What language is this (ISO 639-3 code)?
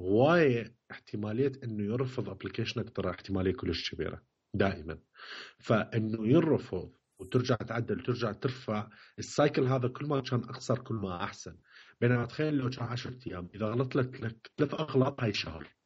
acm